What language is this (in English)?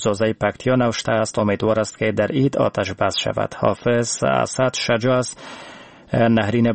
Persian